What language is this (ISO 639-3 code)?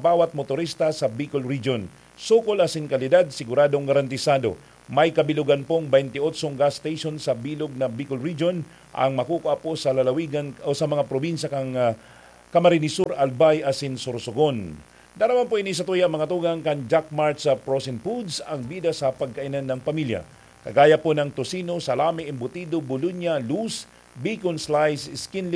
bik